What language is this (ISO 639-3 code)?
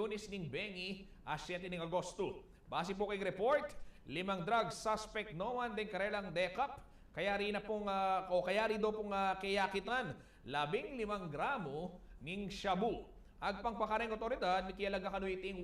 pam